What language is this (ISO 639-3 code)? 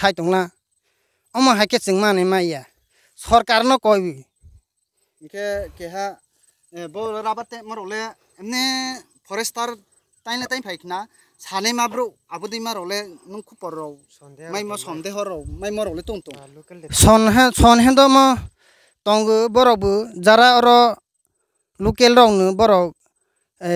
ria